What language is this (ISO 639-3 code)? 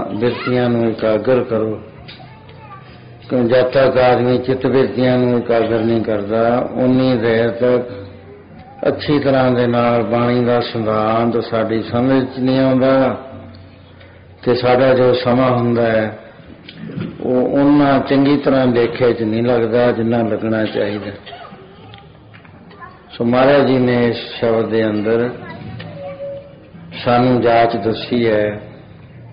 pan